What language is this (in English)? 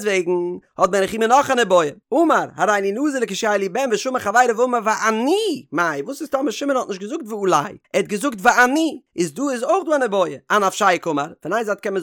Yiddish